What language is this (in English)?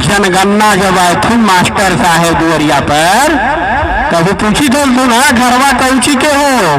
Magahi